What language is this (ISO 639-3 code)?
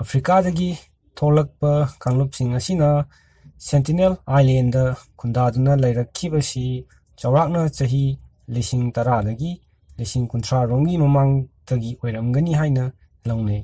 mni